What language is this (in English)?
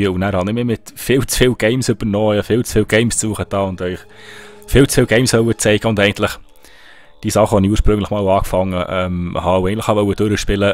Swiss German